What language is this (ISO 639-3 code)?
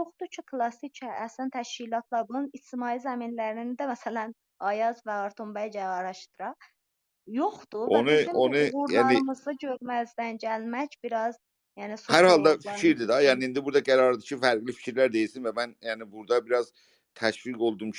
azb